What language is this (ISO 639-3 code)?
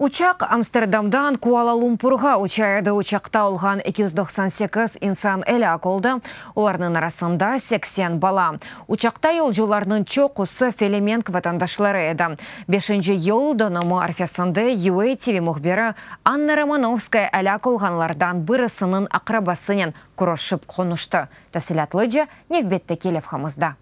crh